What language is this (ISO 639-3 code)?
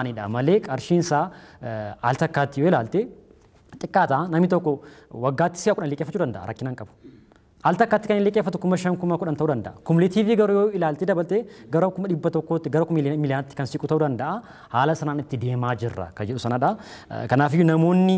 orm